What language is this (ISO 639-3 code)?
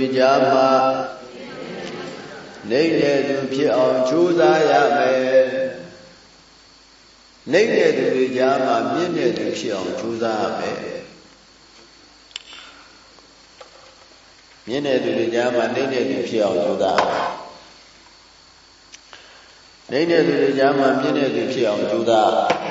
mya